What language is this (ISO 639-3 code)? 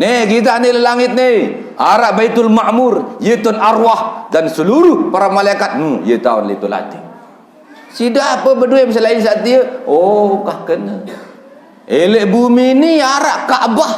sas